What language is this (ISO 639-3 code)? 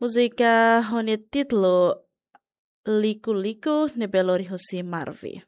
tet